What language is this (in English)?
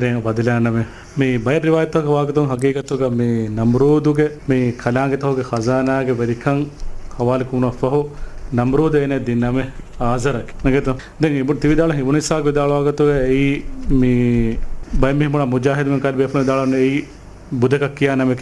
Divehi